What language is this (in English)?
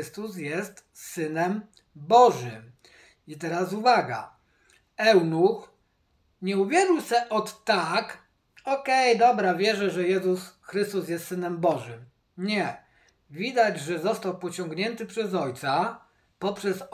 Polish